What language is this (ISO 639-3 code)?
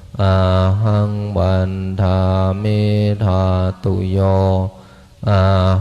pli